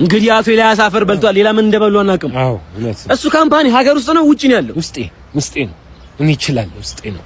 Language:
Amharic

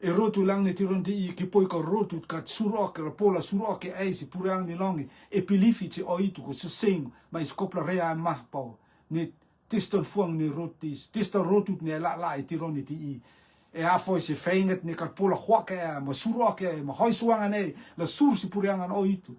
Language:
Rotuman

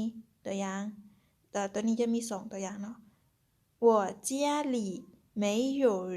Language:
Lao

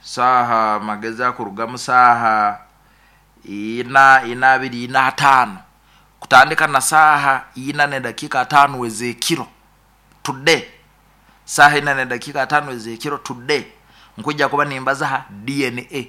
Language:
Nyoro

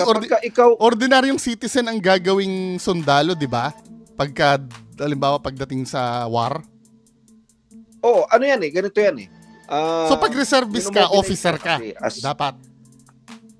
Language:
Filipino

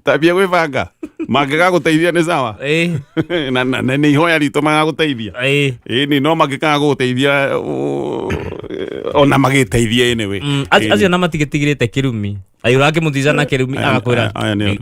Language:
Kikuyu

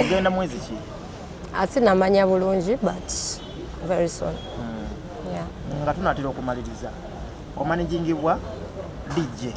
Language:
Ganda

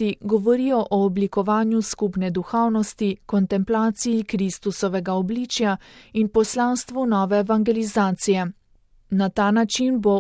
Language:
Slovenian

